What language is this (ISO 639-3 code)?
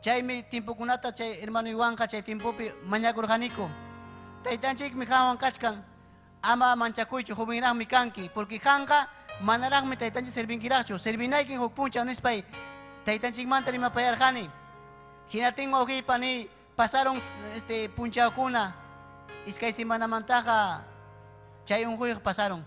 quy